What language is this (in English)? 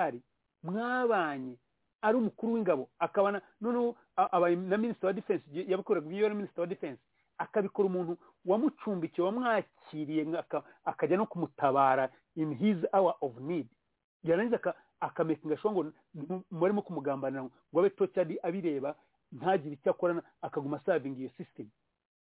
Kinyarwanda